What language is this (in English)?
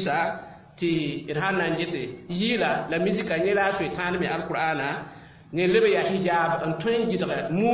Mossi